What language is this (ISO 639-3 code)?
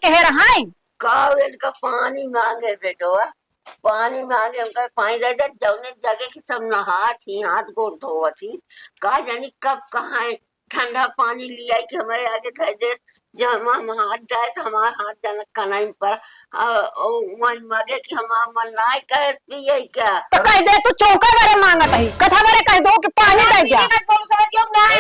awa